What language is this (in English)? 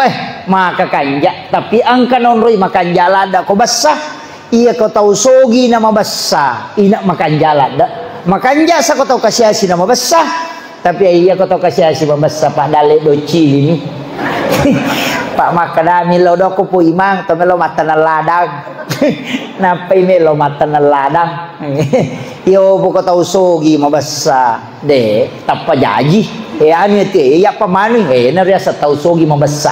Buginese